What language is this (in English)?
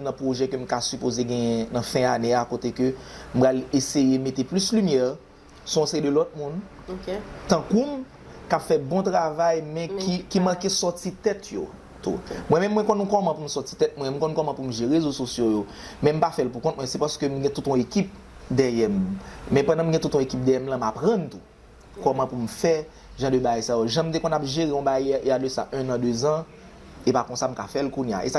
Haitian Creole